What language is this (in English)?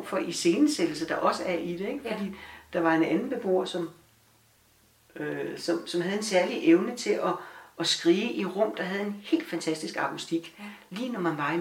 Danish